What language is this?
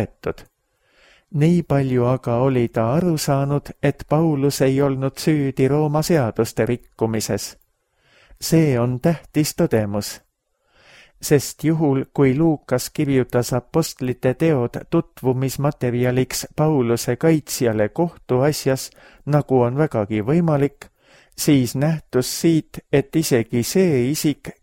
Estonian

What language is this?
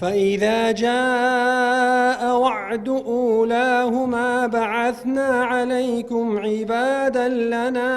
Central Kurdish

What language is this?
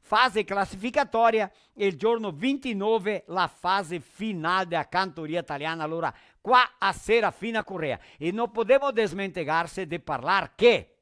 Venetian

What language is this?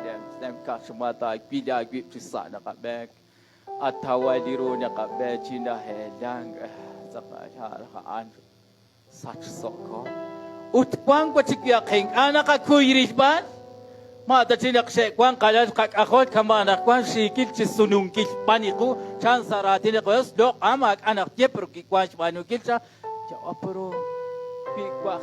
Kekchí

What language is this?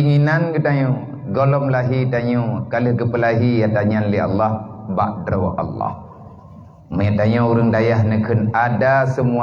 Achinese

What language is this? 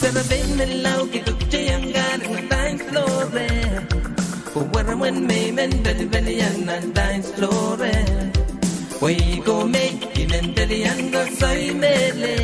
Pohnpeian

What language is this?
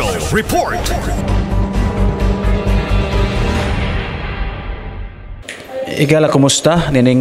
Cebuano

